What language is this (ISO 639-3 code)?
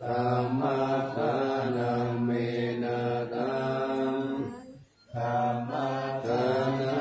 pli